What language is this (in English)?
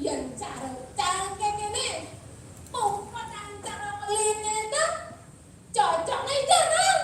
Balinese